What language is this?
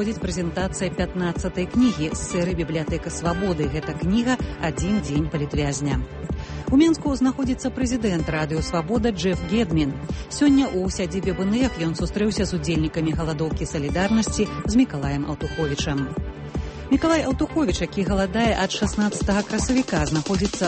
Belarusian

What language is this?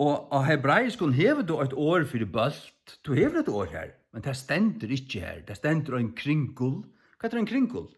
Faroese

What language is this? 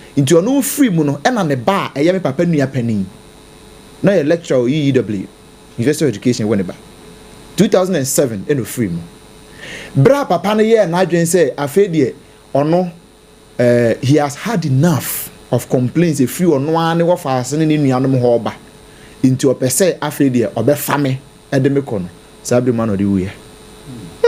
Akan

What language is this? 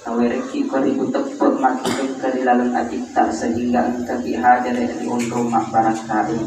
Buginese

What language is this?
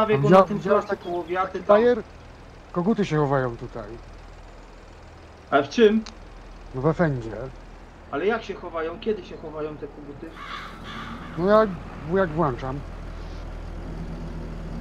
Polish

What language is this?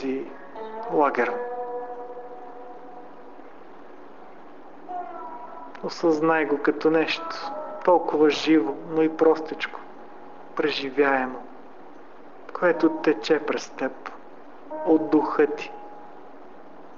Bulgarian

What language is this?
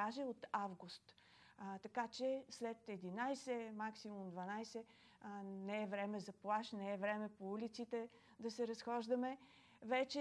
Bulgarian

